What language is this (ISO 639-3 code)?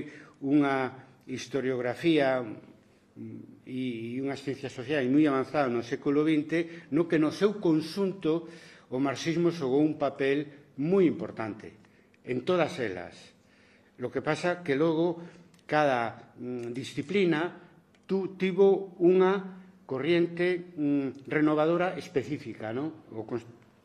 glg